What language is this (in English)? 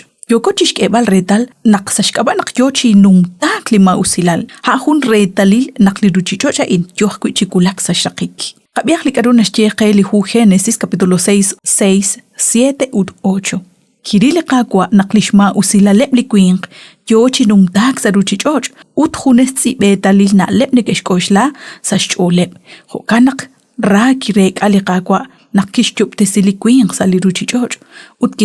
Kekchí